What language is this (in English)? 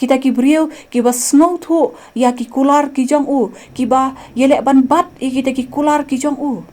Khasi